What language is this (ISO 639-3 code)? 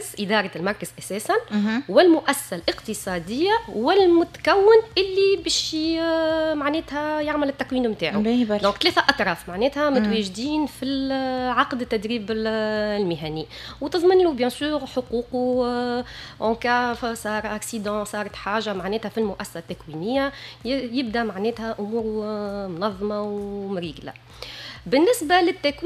aeb